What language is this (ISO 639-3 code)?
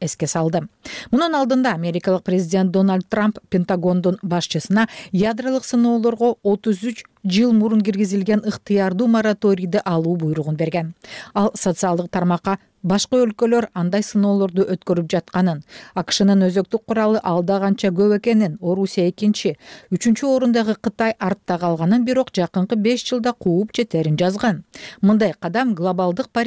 kir